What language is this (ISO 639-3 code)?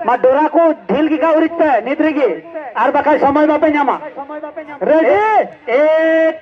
sat